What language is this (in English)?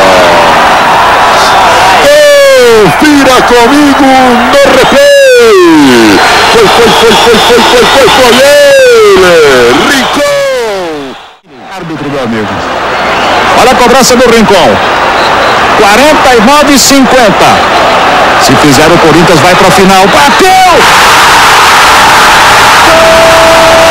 Portuguese